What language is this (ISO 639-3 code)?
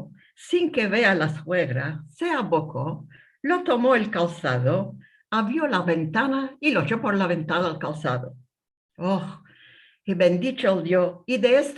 lad